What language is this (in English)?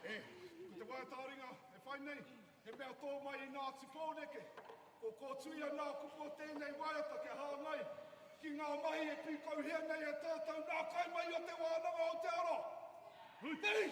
Māori